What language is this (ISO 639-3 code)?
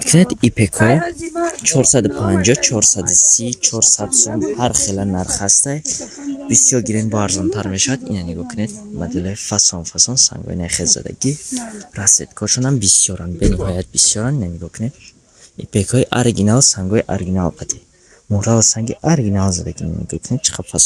tgk